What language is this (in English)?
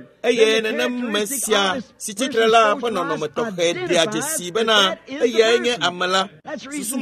Ewe